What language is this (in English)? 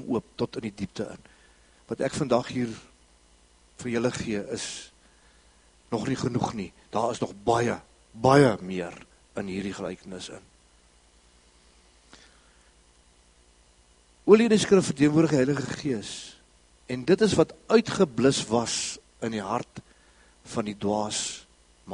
Afrikaans